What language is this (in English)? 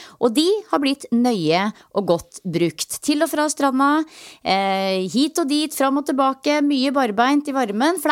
Norwegian